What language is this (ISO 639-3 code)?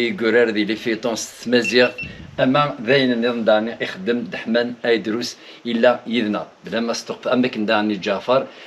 kab